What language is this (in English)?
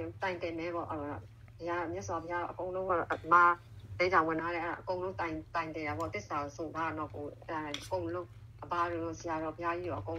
Burmese